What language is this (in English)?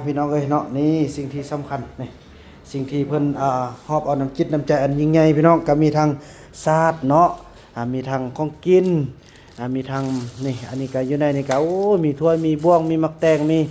Northeastern Thai